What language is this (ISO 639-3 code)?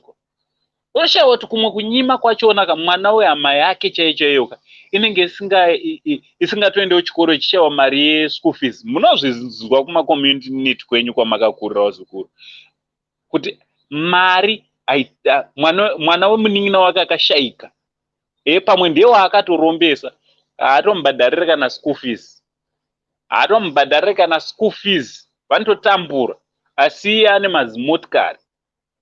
sna